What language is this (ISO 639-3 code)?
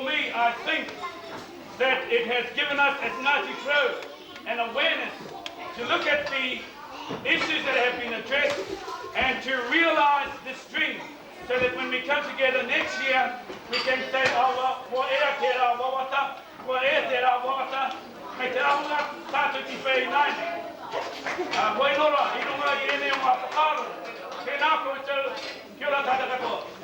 mri